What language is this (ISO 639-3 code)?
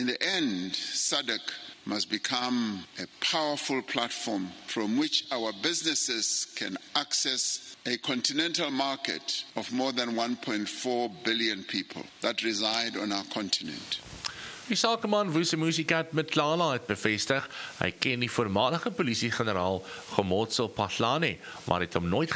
afr